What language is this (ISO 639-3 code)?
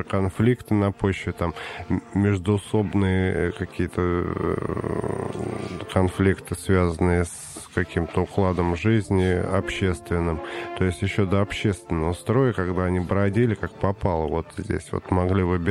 rus